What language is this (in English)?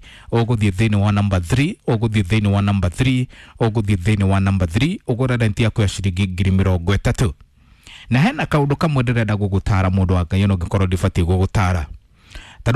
Kikuyu